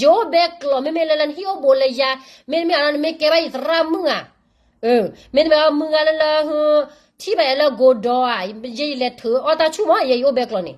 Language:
S'gaw Karen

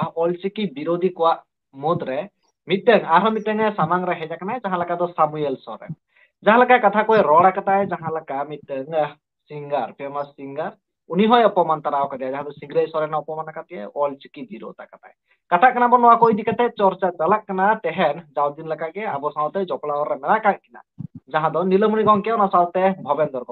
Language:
Santali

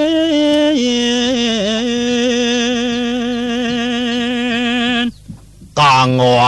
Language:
Balinese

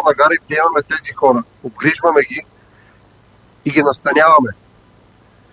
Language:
Bulgarian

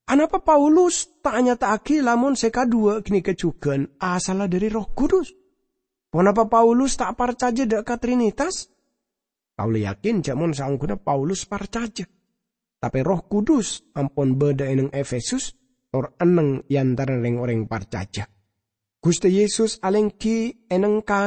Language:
Madurese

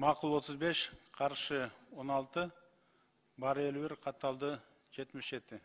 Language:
Kyrgyz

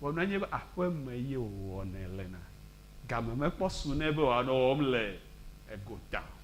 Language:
Ewe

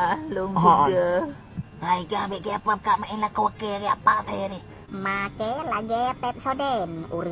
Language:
Achinese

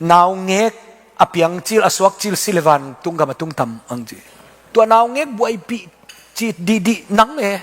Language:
Tedim Chin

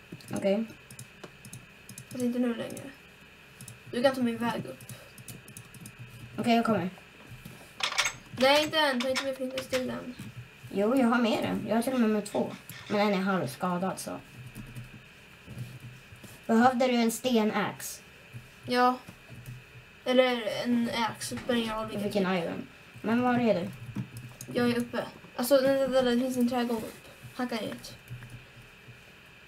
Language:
Swedish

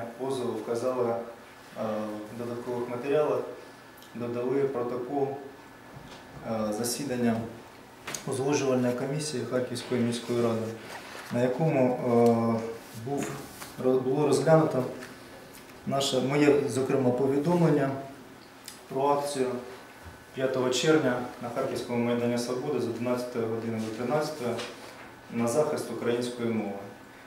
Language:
Ukrainian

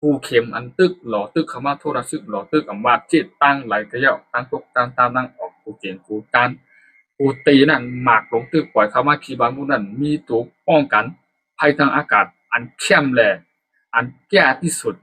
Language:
Shan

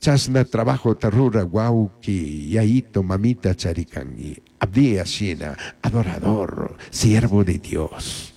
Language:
Chimborazo Highland Quichua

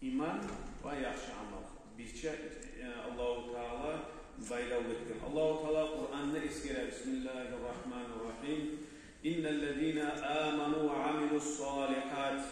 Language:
Kumyk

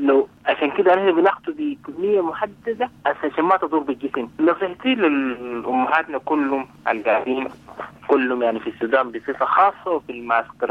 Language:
Sudanese Arabic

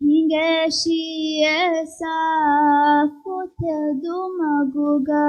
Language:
Divehi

